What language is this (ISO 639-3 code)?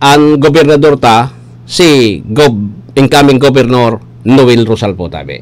bik